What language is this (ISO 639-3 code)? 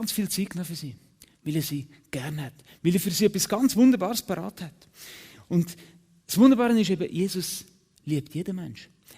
gsw